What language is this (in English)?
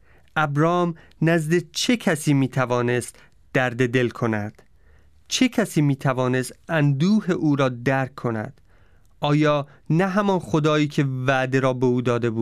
Persian